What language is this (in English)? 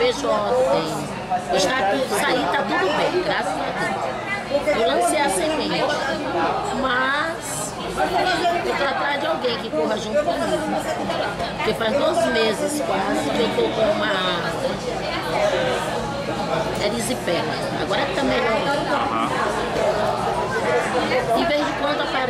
Portuguese